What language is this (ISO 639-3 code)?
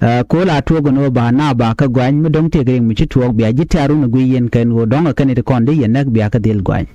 nus